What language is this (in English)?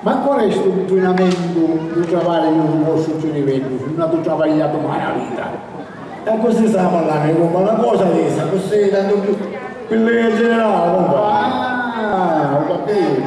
Sicilian